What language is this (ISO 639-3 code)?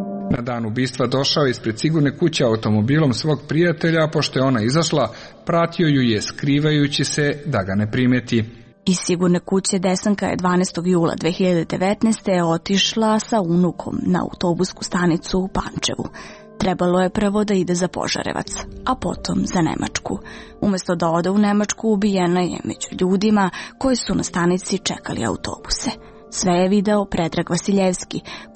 srp